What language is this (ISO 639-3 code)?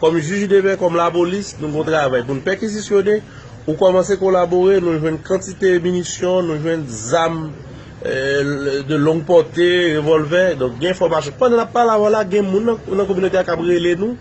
hat